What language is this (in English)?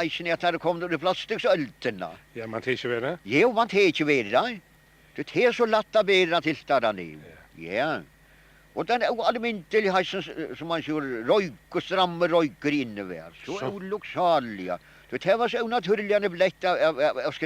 Faroese